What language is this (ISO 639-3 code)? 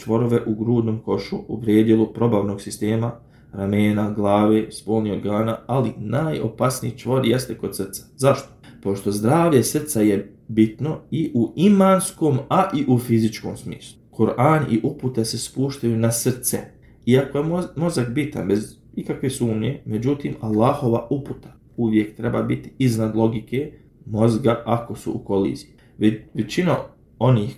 bos